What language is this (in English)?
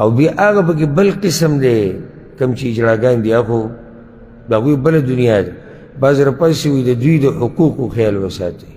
Pashto